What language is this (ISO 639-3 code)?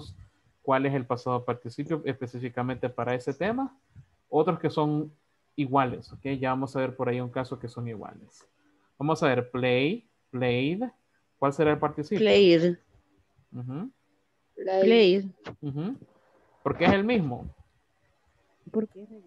spa